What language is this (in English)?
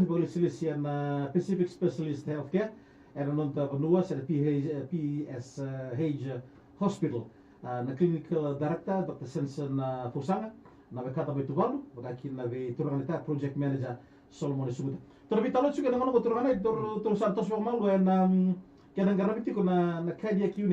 Fijian